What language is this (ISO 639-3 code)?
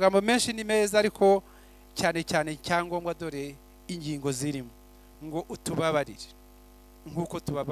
kin